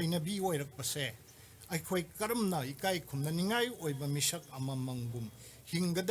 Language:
Manipuri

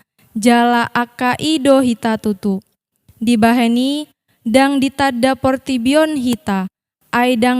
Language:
Batak Toba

